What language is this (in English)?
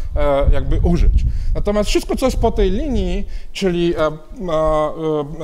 Polish